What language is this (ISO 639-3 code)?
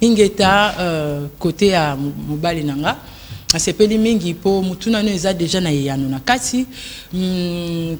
lin